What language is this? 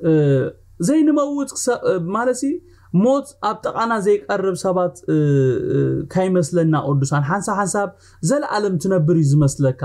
Tigrinya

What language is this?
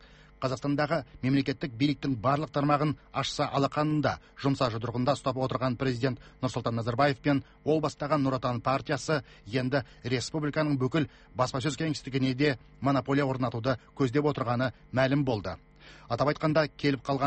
Kazakh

